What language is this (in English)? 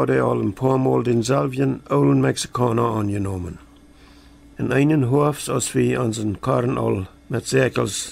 Plautdietsch